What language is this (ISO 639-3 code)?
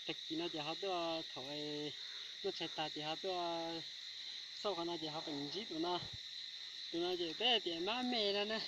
hmn